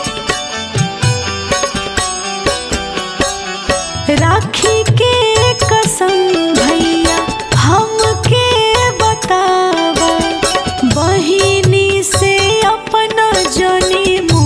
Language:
Bhojpuri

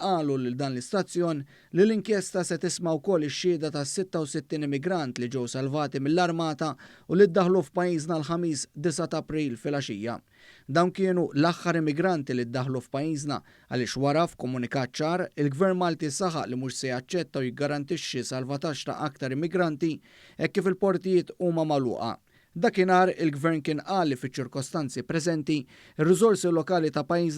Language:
Maltese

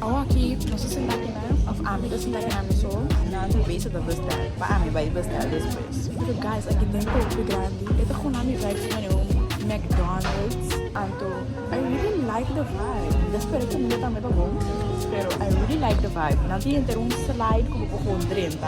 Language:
Papiamento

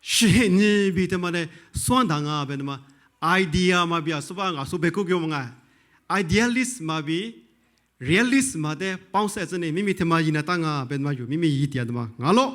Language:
Lisu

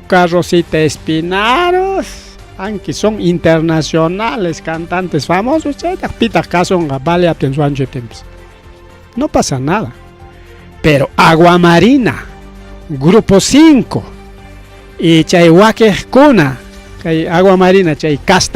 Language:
Ayacucho Quechua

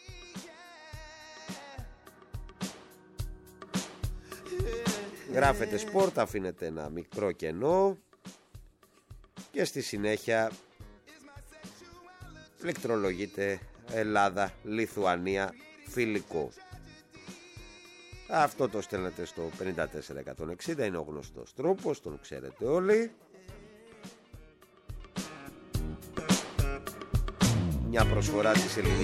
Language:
Greek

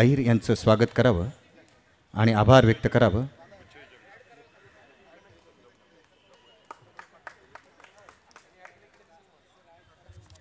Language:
Marathi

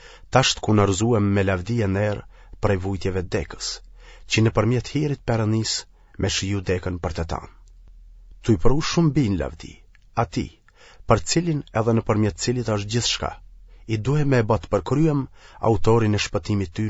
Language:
Albanian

